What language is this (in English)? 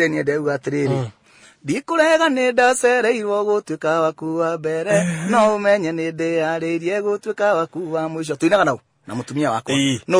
Kikuyu